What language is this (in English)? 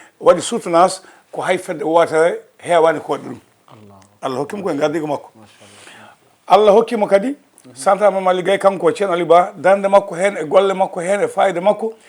Fula